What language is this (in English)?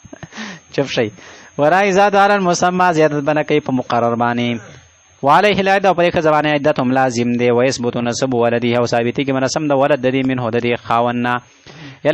Pashto